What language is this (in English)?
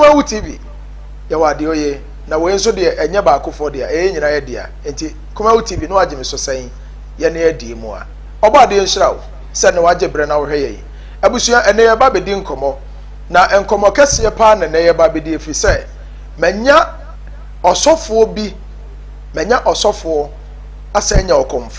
Akan